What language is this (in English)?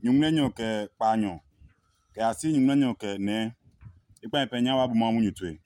Adangme